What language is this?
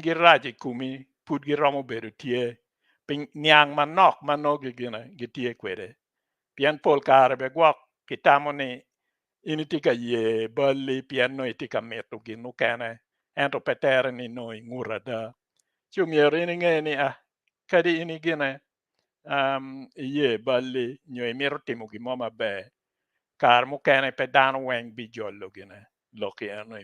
Acoli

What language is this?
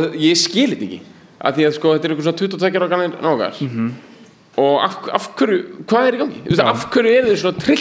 Icelandic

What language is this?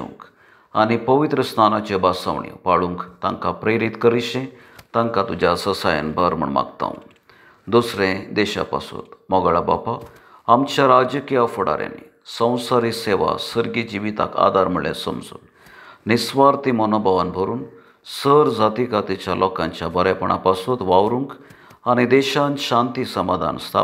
Konkani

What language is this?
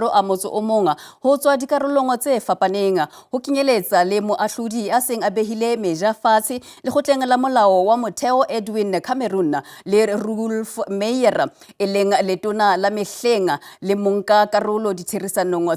Southern Sotho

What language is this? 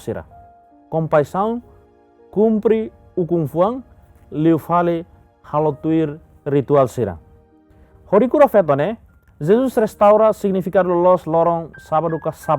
Tetum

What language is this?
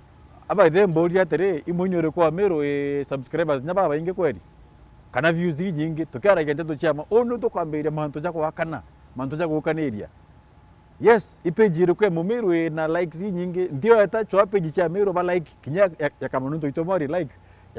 Meru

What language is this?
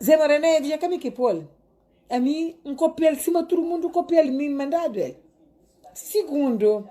Kabuverdianu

